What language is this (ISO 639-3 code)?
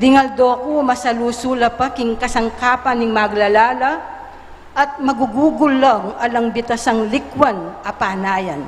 pam